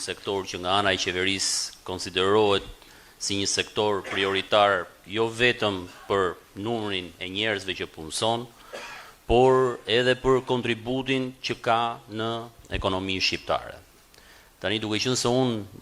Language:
Albanian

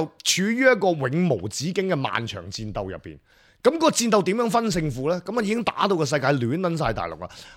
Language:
Cantonese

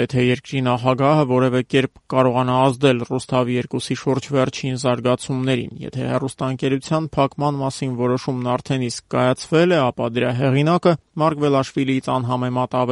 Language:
Armenian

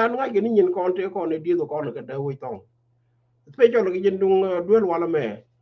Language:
Nuer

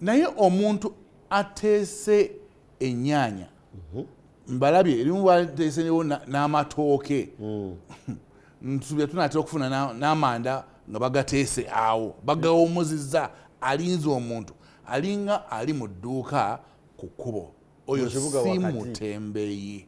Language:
Ganda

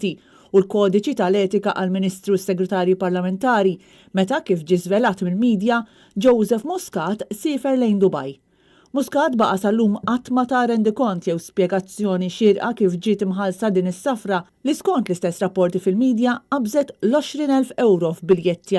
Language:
Maltese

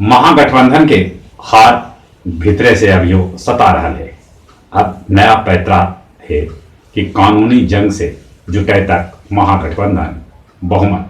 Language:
Magahi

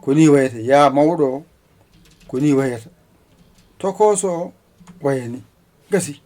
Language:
Fula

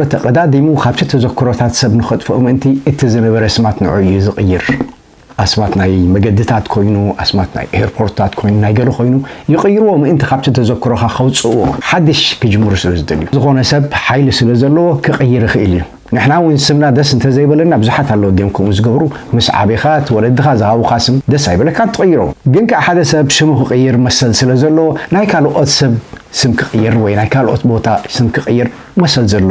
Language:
Tigrinya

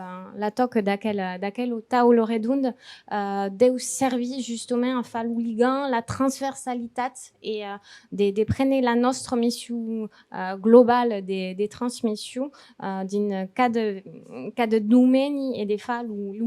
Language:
Occitan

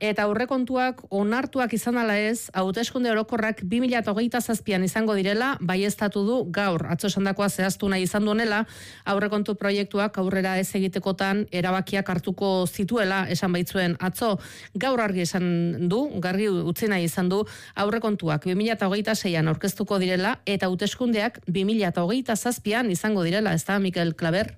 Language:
Basque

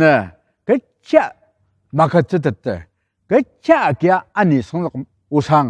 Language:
Ao Naga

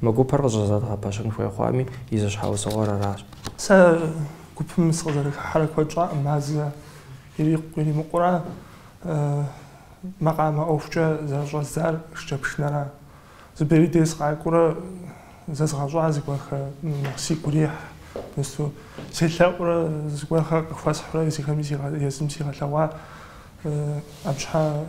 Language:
Kabardian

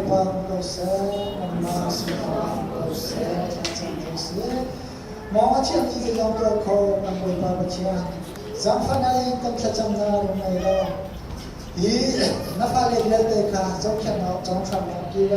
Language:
Hakha Chin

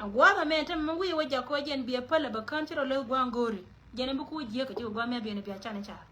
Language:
Nuer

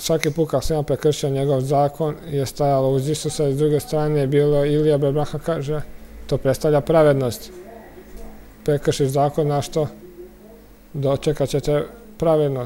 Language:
Croatian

